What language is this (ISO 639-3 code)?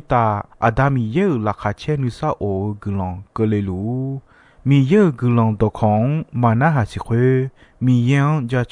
ahk